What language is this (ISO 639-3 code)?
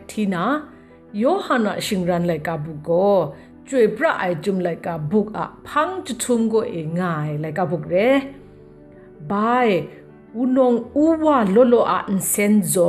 kac